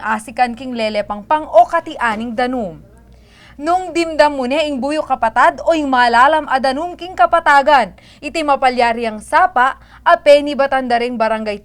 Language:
Pampanga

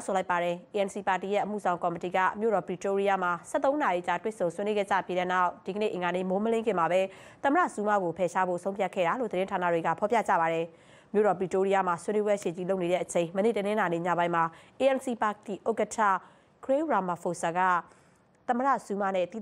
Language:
Burmese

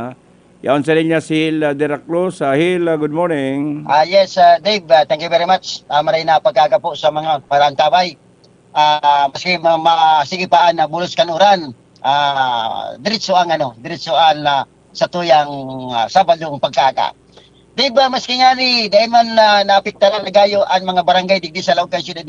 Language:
Bikol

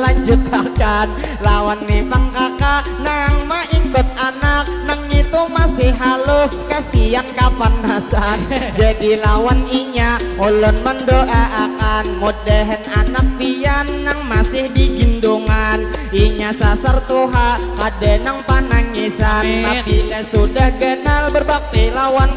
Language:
Banjar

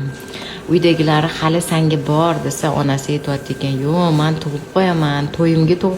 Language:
Uzbek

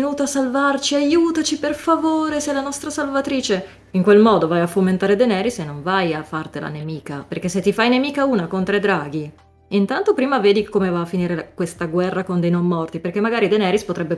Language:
Italian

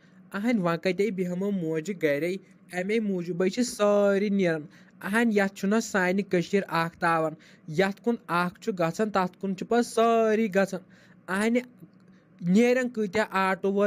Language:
Kashmiri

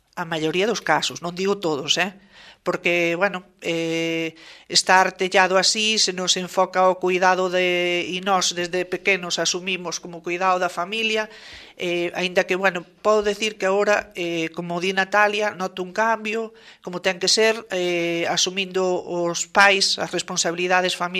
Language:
Galician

